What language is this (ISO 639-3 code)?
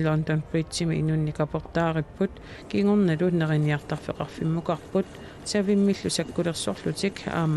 kal